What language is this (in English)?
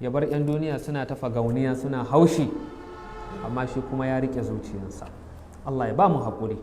Hausa